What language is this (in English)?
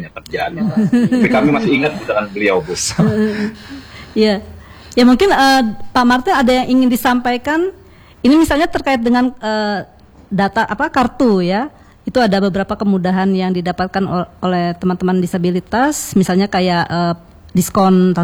Indonesian